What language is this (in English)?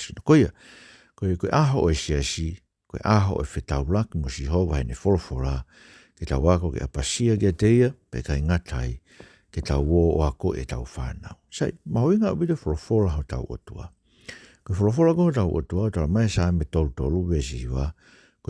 Tongan